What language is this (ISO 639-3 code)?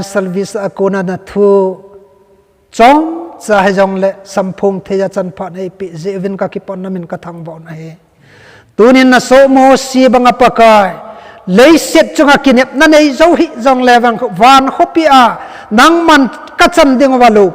tcz